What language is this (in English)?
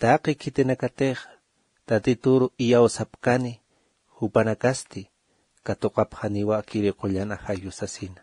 Aymara